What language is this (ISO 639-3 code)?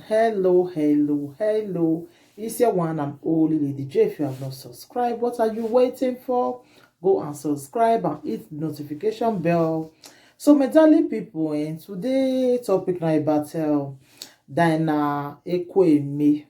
pcm